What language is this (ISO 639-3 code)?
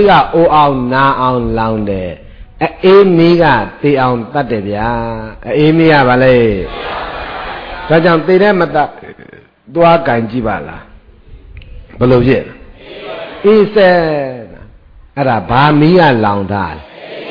mya